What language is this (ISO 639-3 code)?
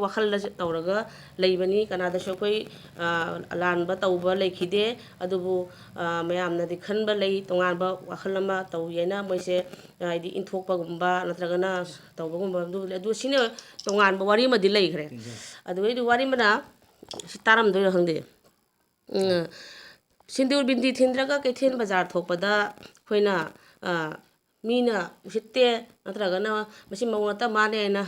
mni